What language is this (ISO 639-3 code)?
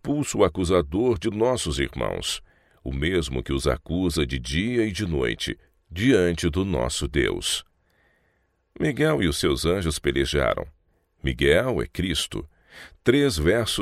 por